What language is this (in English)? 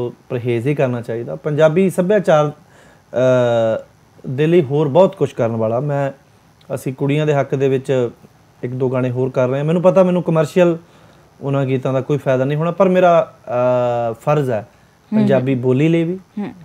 Punjabi